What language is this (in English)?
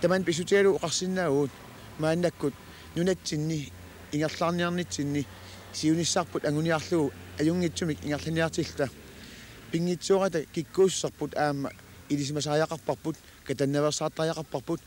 Kalaallisut